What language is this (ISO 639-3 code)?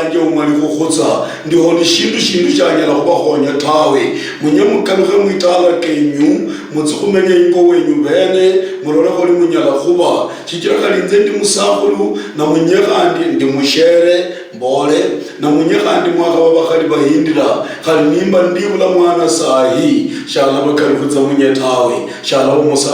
luy